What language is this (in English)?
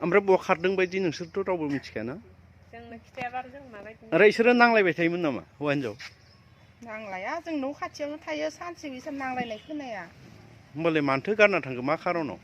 Bodo